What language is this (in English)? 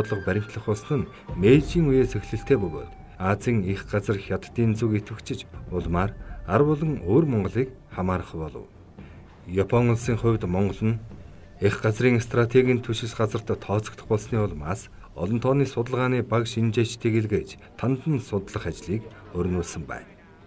Mongolian